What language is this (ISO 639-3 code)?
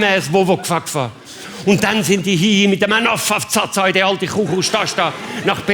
gsw